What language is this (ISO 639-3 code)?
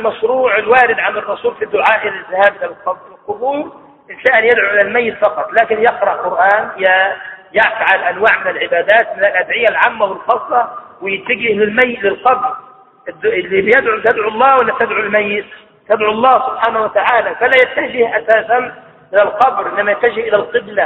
ara